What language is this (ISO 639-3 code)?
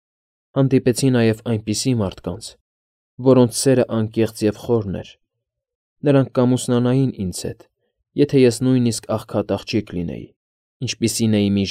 hye